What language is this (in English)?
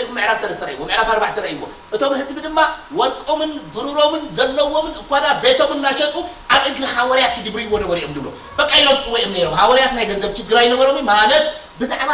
Tigrinya